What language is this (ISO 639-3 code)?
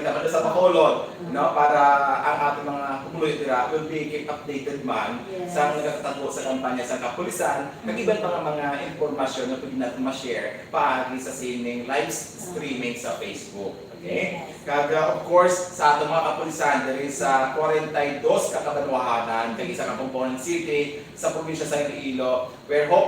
hil